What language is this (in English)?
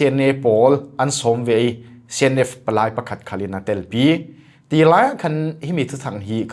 Falam Chin